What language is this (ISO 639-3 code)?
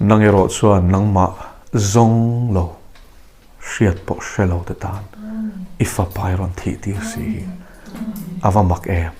lus